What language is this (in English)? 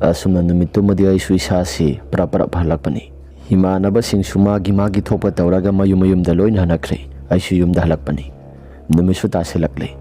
Manipuri